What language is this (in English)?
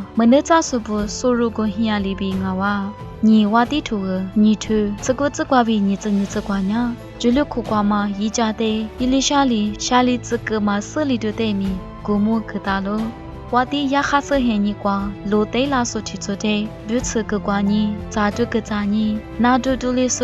Lisu